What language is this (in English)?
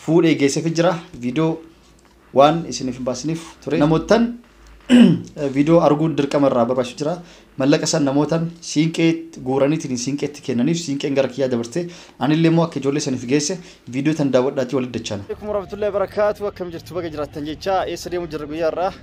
Oromo